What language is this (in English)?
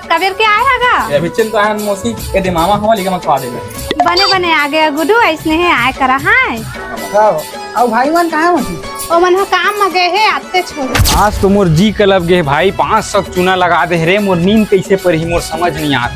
Chhattisgarhi